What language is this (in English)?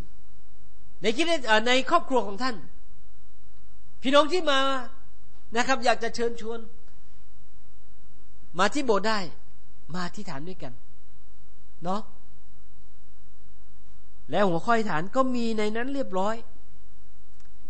Thai